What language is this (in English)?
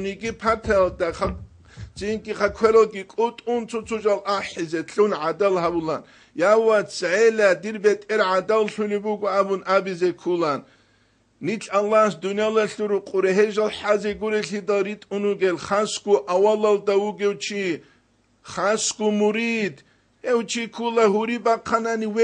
Avaric